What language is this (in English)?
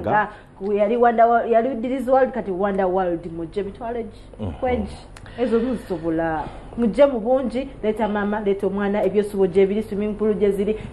Ganda